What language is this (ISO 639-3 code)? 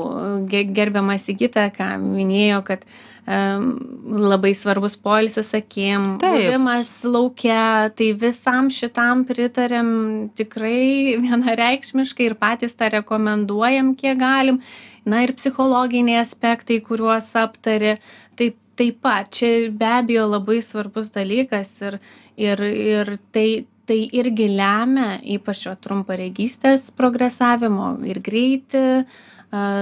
lit